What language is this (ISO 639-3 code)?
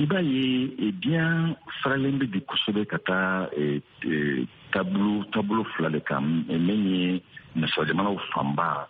bam